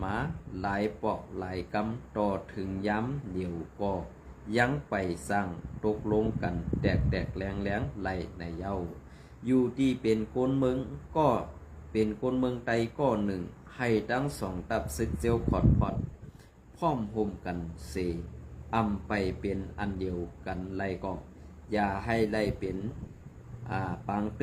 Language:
Shan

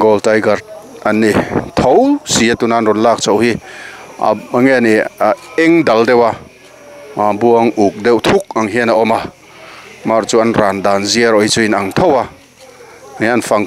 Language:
Mizo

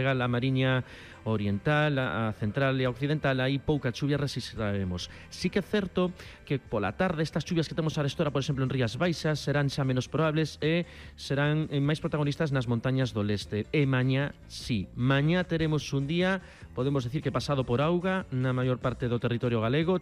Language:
Galician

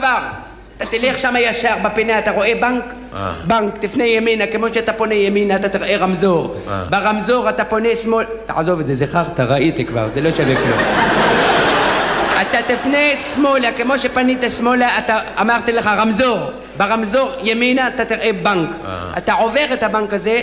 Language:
Hebrew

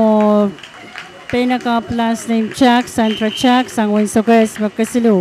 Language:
Pohnpeian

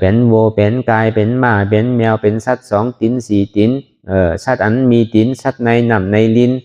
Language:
Shan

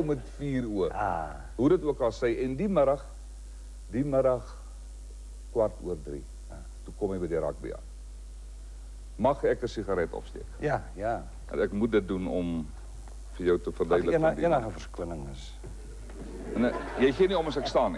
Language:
Afrikaans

